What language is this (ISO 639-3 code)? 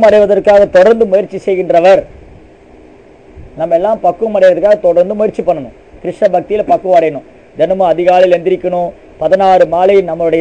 tam